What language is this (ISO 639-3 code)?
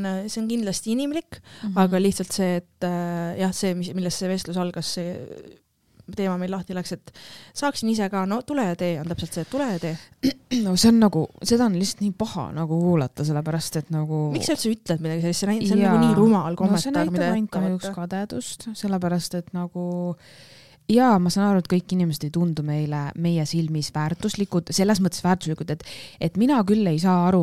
est